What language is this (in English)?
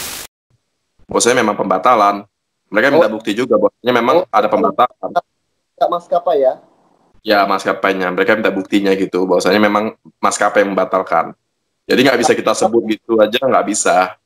Indonesian